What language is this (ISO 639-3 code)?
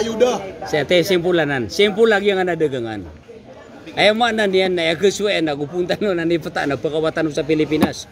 mrw